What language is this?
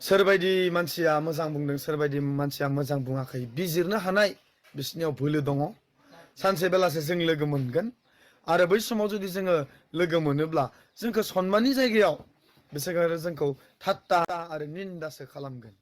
Bodo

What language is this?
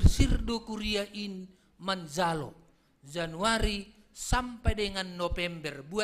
Batak Simalungun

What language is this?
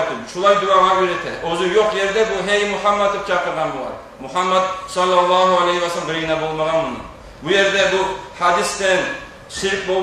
Kumyk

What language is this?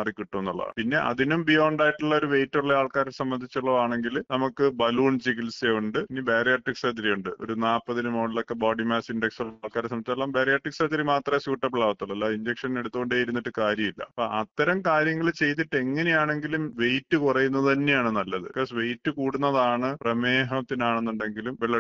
Malayalam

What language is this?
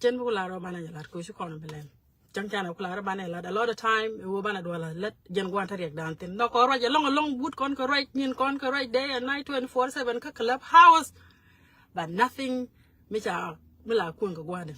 Nuer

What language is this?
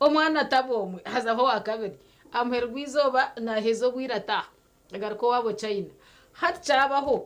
Nyankole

